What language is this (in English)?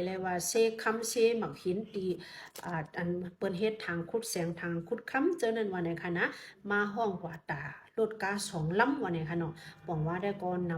Shan